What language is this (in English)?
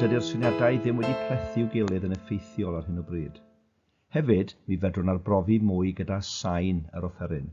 Welsh